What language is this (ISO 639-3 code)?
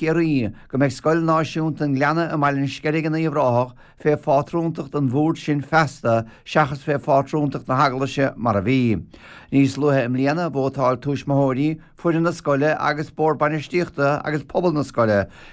gle